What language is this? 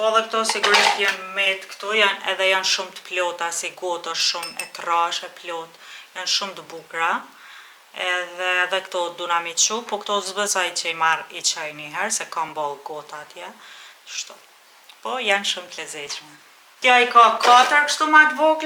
Albanian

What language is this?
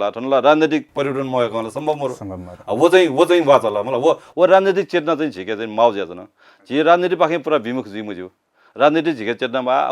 Newari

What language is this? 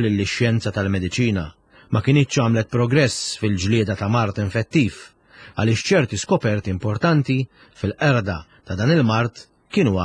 Maltese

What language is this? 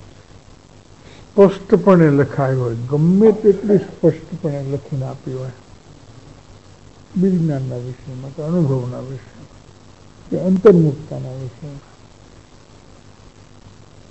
Gujarati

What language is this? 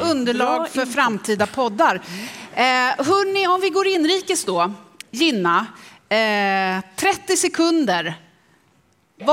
Swedish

